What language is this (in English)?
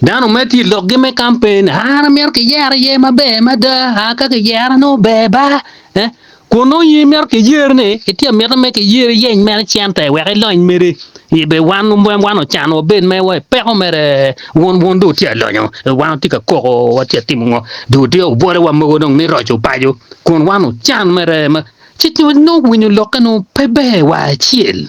Acoli